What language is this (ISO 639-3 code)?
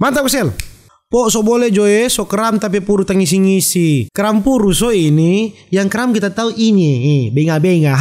xmm